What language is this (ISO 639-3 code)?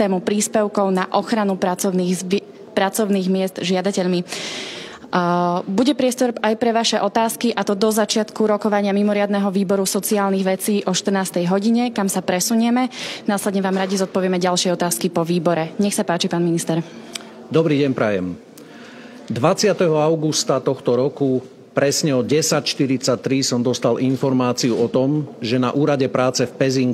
slk